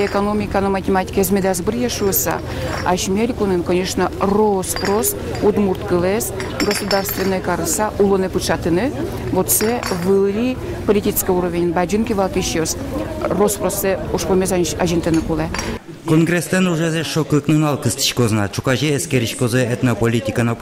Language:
Udmurt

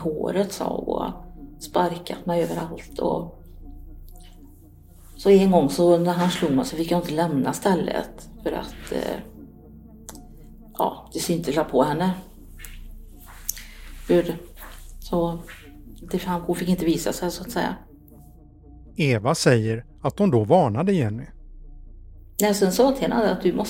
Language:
Swedish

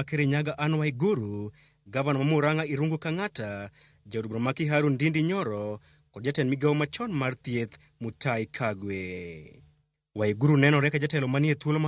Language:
Luo (Kenya and Tanzania)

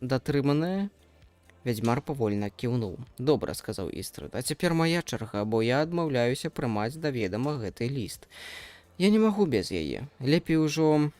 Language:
Belarusian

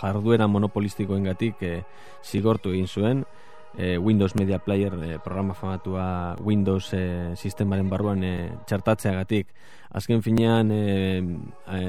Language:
Basque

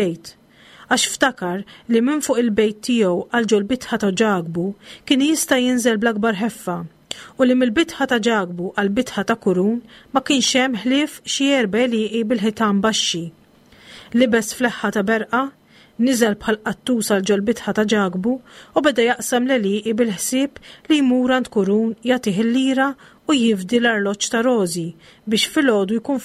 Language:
Maltese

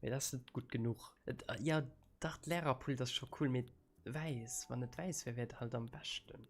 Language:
Luxembourgish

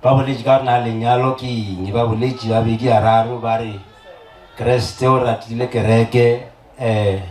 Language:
Northern Sotho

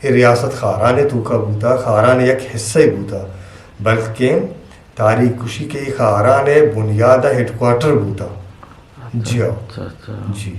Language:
Eastern Balochi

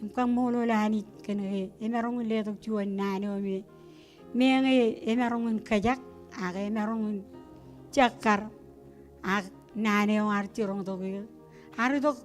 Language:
Marshallese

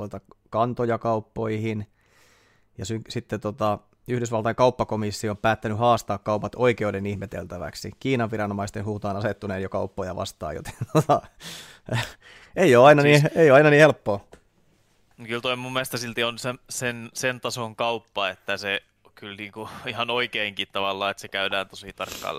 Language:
Finnish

